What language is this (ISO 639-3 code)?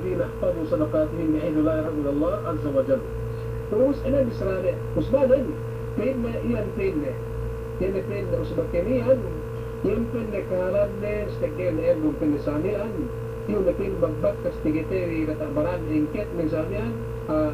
yka